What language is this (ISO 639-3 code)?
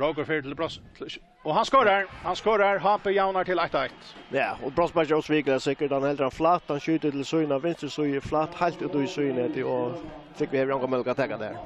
fao